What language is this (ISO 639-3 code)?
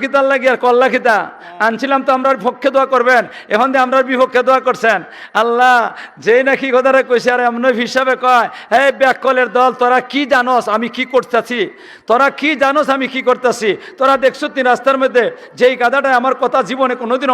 syl